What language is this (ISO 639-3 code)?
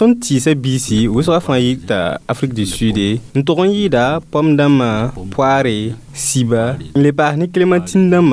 mos